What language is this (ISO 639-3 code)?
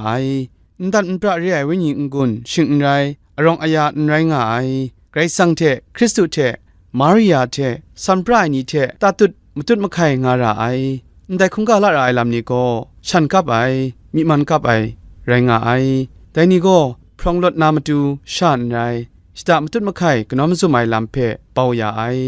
kac